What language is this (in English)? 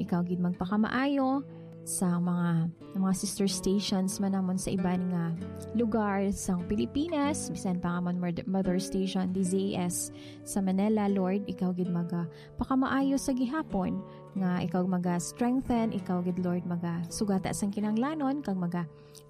Hiligaynon